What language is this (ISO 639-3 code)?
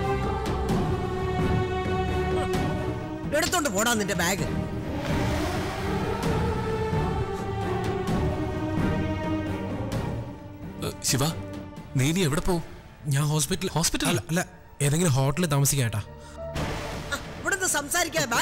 mal